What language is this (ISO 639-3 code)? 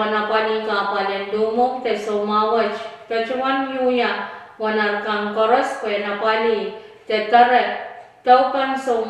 pon